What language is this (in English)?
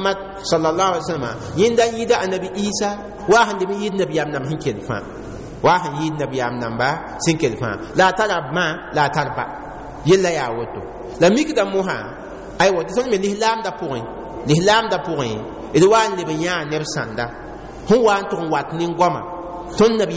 Mossi